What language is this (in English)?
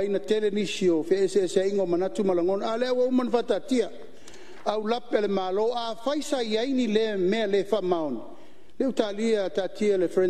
Samoan